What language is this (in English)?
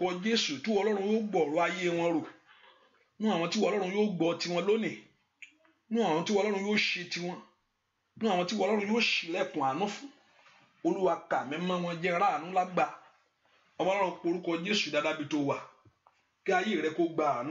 Yoruba